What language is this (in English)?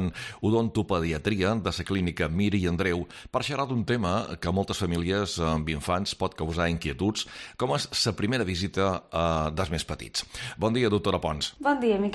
Catalan